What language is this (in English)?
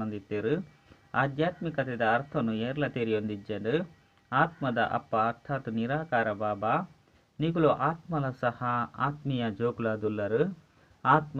Tulu